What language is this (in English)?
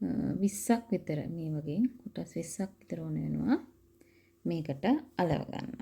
Sinhala